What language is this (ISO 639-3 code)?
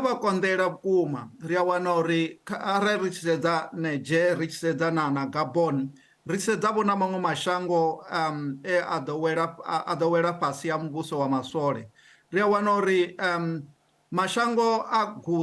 ven